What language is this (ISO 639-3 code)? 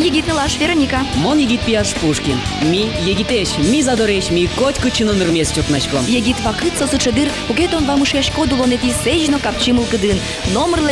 udm